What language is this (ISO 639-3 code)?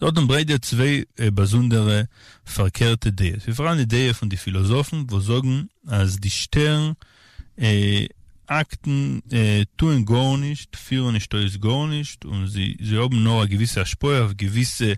yid